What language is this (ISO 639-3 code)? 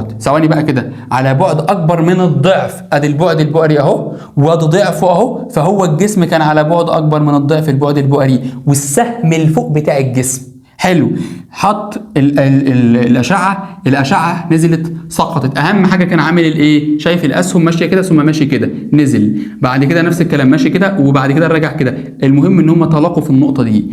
arz